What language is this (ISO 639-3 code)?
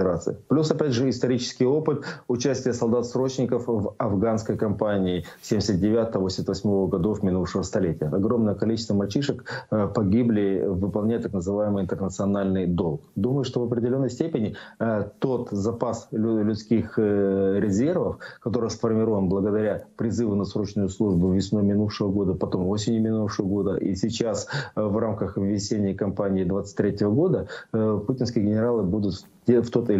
rus